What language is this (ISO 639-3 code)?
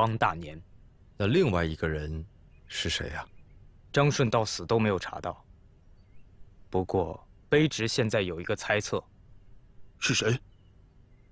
zho